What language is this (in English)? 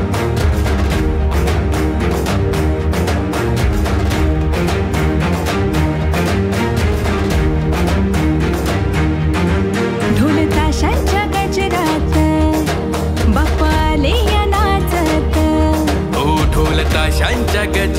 Marathi